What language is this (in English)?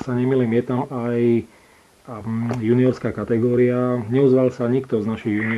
Slovak